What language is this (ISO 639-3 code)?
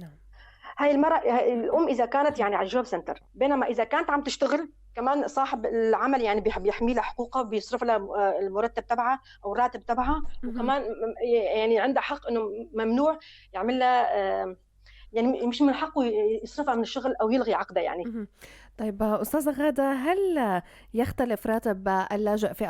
apc